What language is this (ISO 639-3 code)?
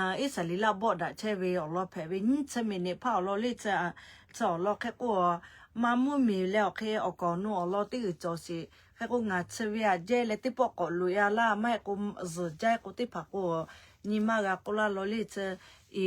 lhu